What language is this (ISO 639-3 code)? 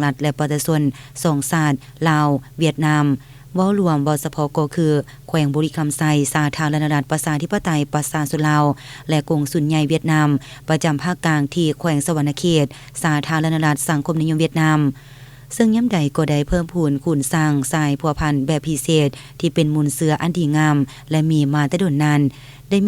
lao